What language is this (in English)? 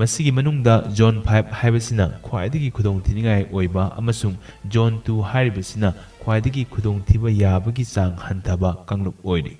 Manipuri